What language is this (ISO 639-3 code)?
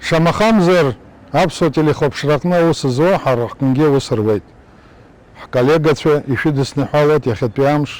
abk